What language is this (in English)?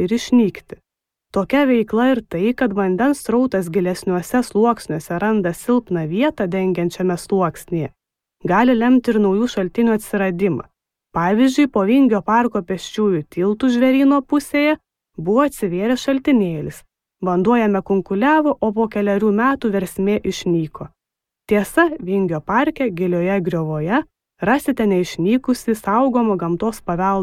Lithuanian